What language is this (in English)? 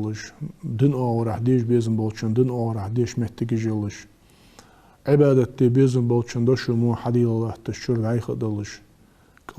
Ingush